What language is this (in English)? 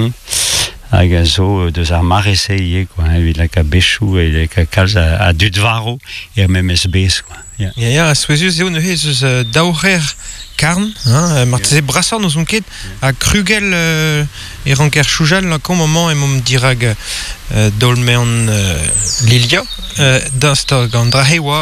Breton